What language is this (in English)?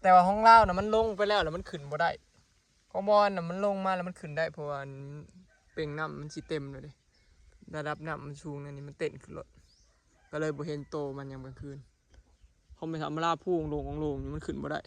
Northeastern Thai